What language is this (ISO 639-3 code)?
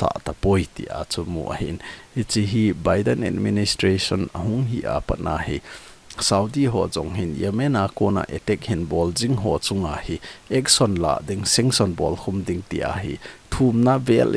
tcz